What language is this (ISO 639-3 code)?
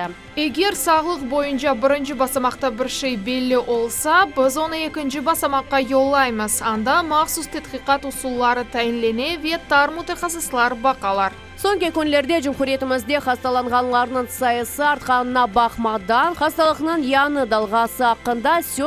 crh